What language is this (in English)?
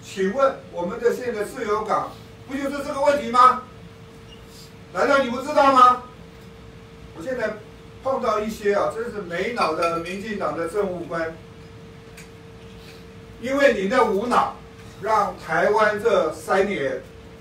Chinese